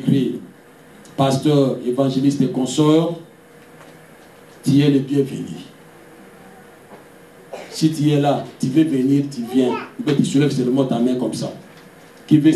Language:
French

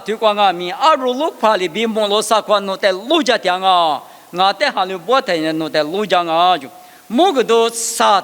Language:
Lisu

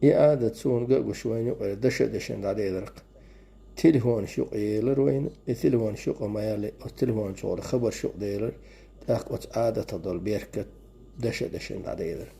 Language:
Chechen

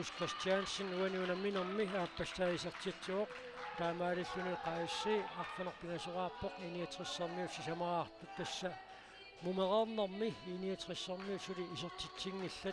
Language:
Kalaallisut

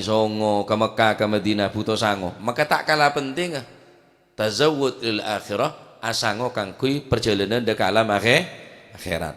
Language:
Madurese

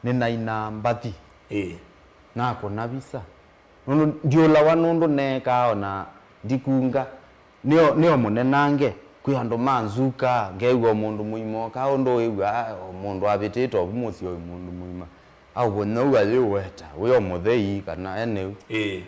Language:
Kamba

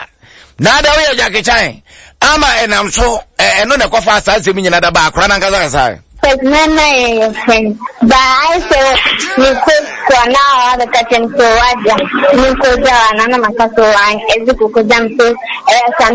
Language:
Akan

